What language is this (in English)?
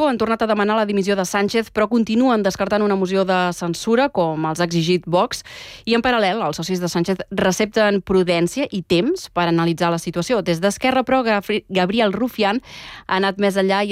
Catalan